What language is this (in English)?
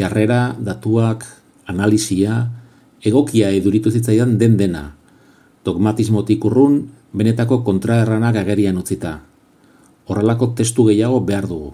Basque